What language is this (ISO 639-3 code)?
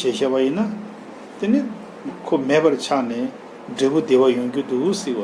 bod